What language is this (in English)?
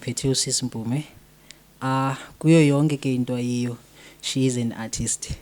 Zulu